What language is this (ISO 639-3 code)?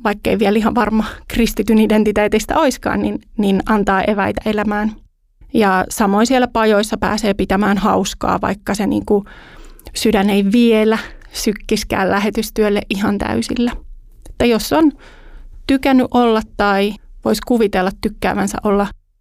fin